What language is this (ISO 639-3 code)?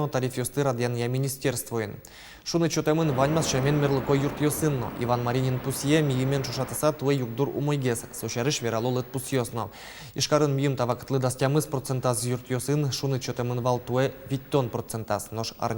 udm